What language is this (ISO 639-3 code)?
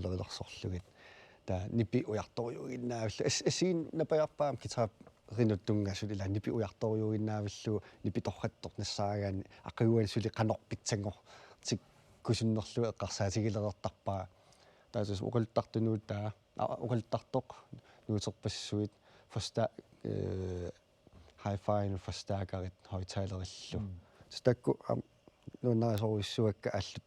kal